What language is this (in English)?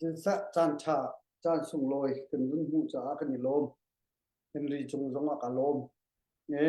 Hakha Chin